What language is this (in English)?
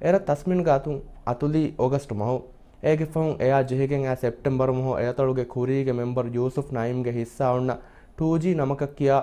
Divehi